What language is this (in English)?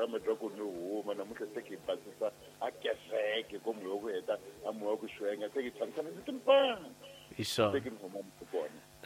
Tsonga